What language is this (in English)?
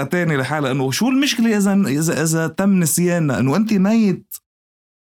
North Levantine Arabic